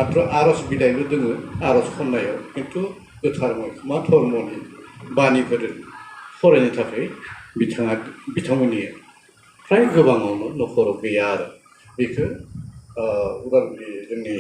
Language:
Bodo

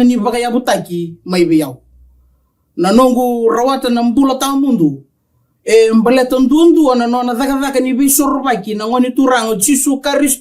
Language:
Fijian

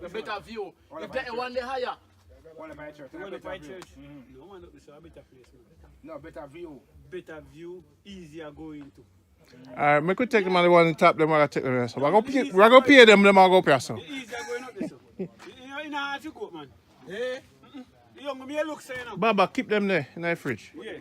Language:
Jamaican Creole English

